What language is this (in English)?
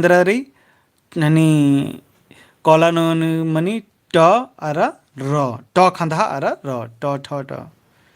Kurukh